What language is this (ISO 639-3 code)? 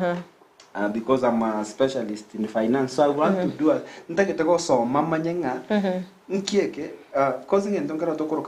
guz